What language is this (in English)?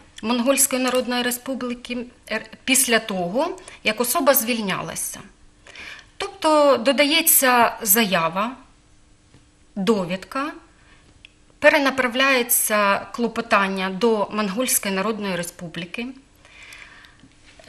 Ukrainian